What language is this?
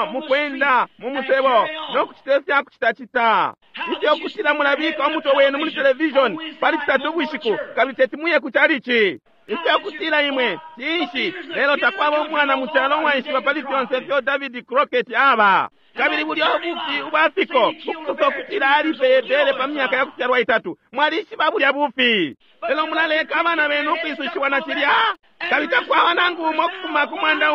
Bemba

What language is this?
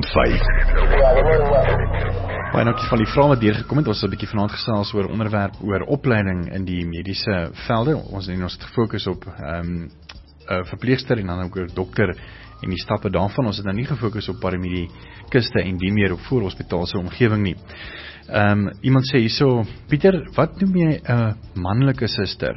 Afrikaans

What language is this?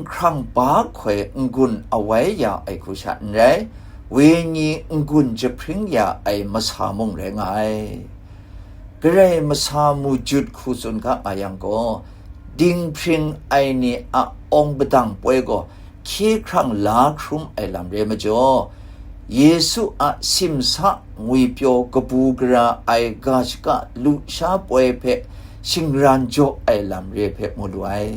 Kachin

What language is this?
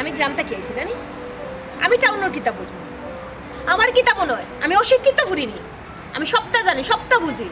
Sylheti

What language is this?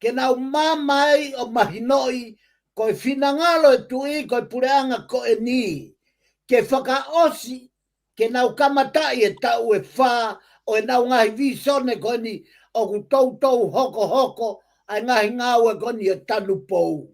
Tongan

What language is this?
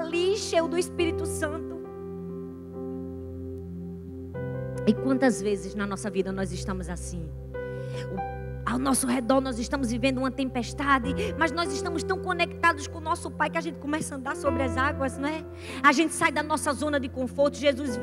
Portuguese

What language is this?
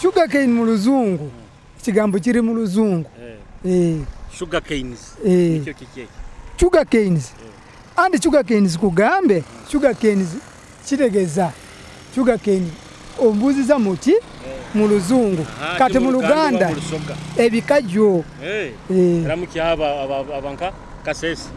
Nyoro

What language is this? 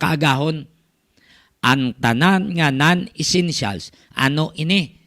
Hiligaynon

